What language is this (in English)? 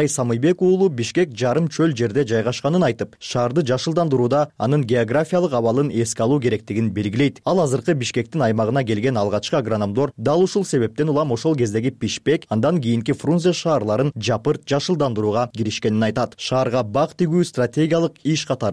Kyrgyz